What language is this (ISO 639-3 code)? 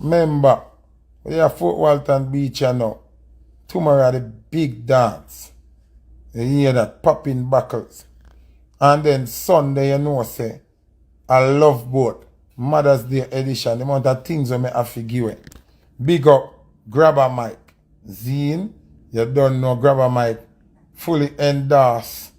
jam